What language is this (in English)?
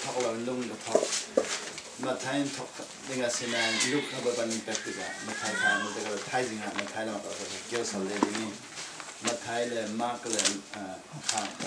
Falam Chin